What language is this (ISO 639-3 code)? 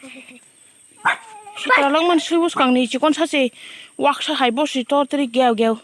trp